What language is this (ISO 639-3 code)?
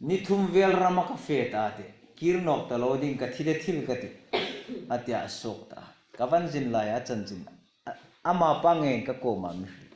hmr